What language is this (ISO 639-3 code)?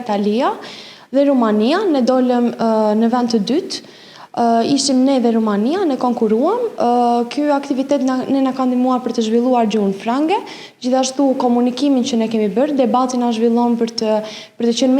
sqi